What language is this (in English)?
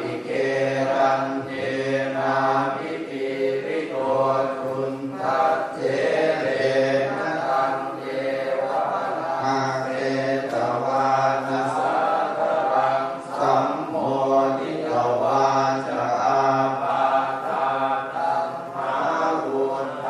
Pali